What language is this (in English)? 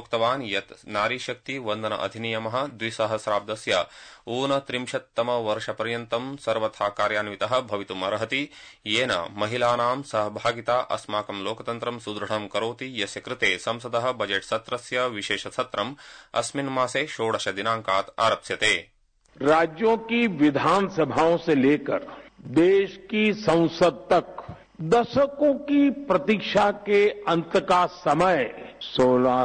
Sanskrit